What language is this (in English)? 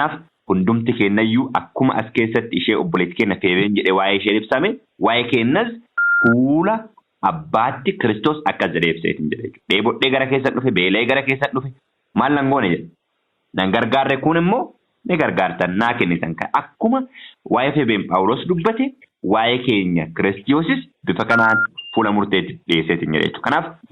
Oromo